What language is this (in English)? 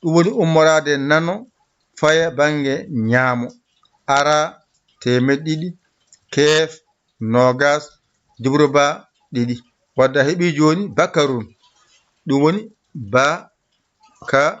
Fula